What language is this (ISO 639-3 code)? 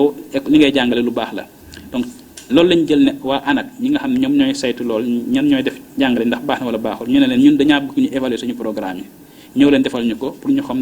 wol